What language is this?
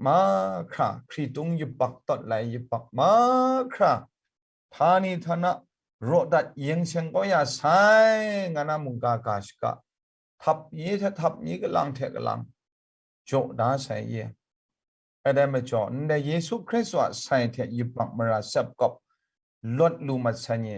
Kachin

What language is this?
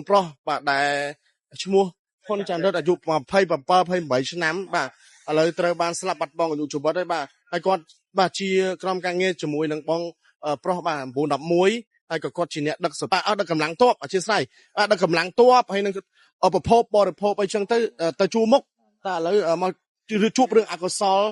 Khmer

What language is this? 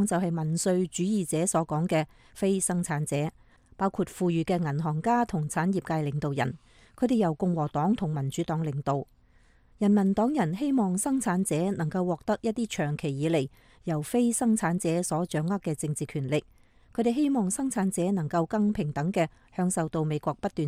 Cantonese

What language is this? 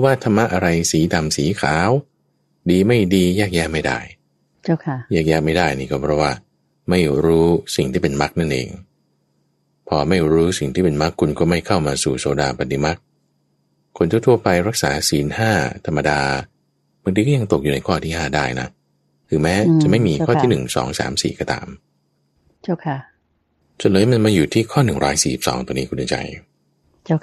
Thai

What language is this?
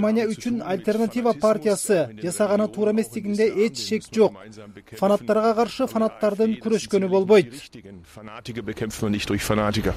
Kyrgyz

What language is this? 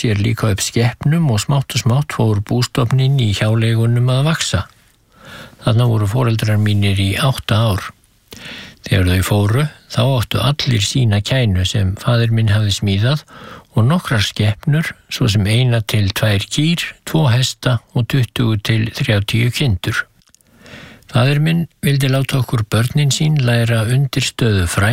Icelandic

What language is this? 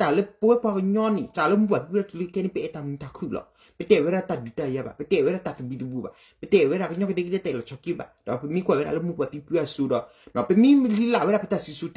S'gaw Karen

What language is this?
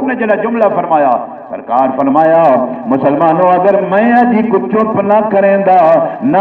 Saraiki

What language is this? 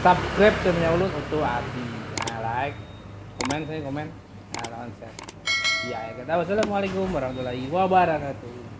Banjar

